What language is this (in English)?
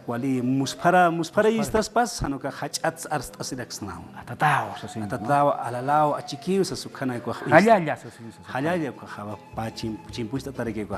Aymara